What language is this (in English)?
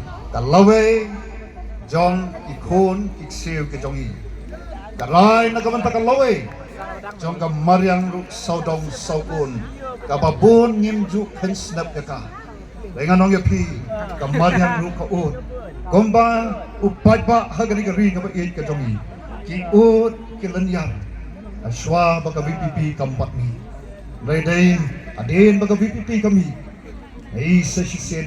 Khasi